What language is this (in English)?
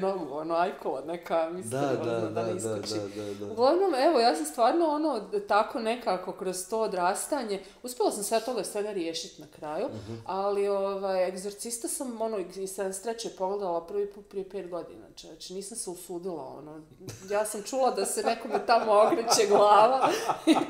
Croatian